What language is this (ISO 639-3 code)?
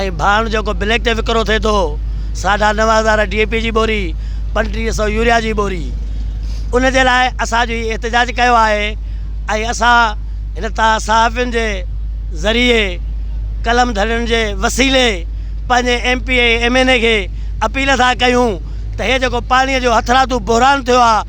snd